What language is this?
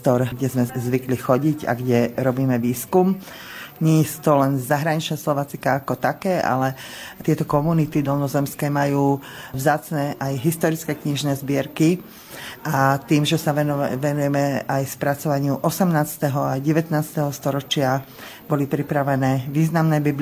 Slovak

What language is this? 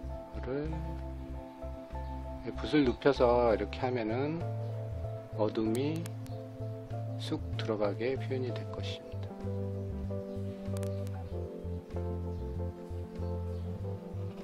Korean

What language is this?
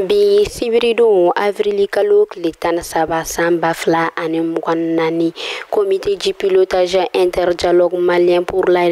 Bambara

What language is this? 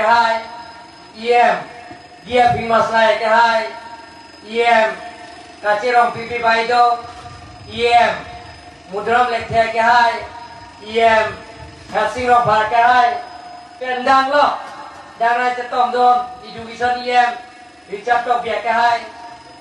Karbi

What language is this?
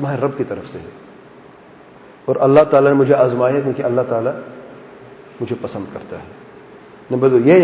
Urdu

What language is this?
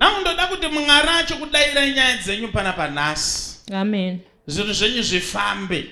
Shona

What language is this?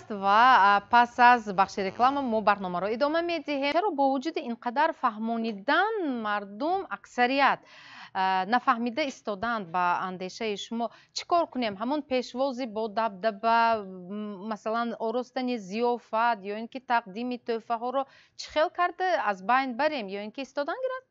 Tajik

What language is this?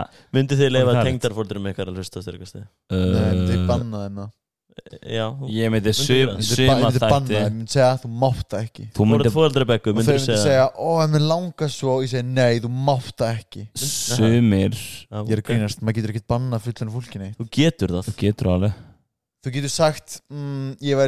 Icelandic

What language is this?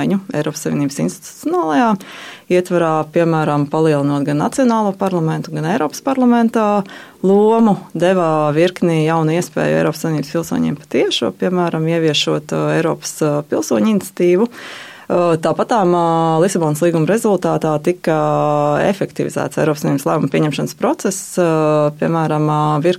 Latvian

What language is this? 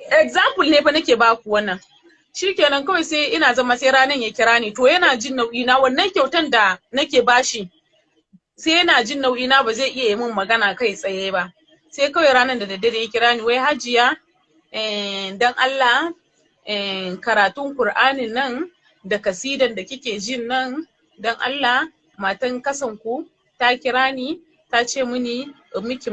Hausa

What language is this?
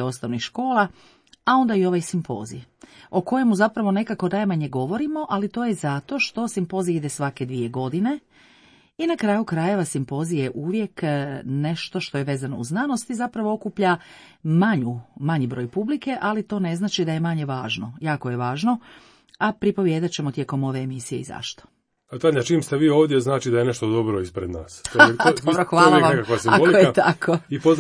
Croatian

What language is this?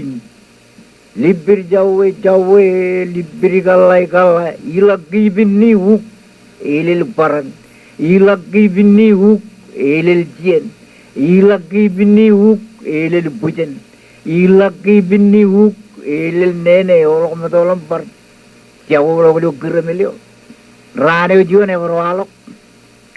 Marshallese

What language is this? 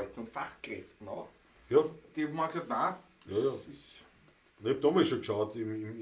Bavarian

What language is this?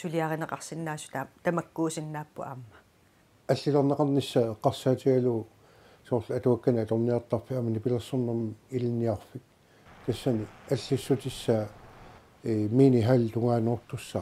Kalaallisut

